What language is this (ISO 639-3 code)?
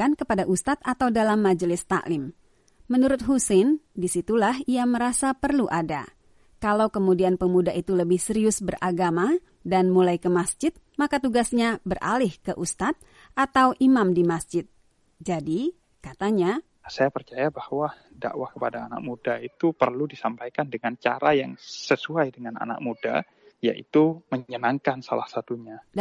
ind